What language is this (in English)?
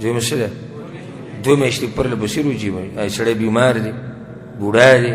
Pashto